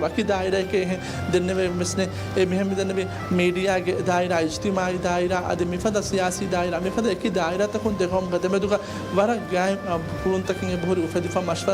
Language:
Divehi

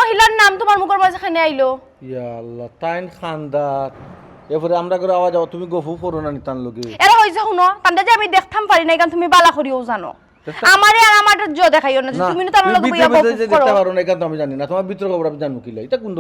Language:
Sylheti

